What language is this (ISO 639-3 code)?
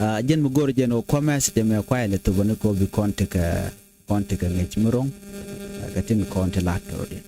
nus